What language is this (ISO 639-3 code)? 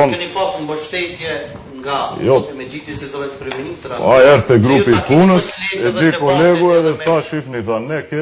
sqi